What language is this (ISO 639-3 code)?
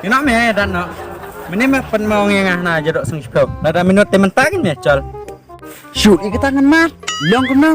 kha